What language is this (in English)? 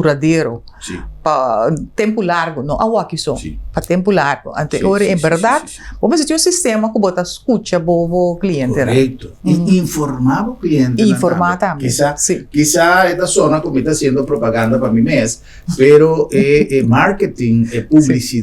Papiamento